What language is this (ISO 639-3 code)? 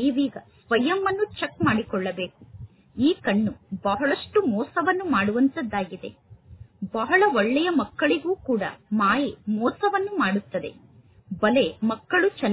kan